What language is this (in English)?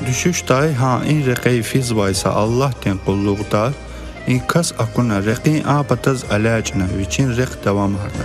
Lezghian